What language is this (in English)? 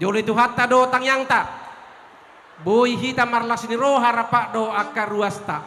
Batak Toba